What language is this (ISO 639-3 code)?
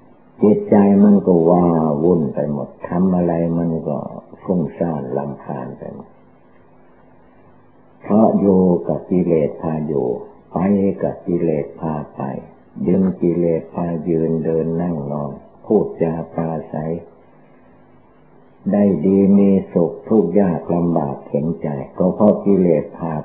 tha